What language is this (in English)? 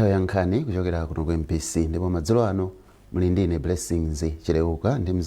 Nyanja